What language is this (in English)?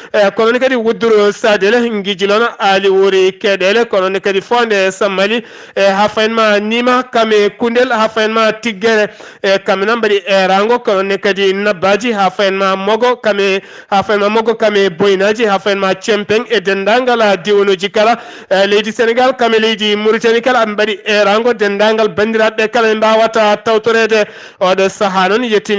Fula